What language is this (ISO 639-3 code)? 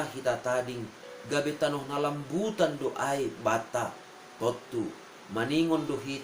bts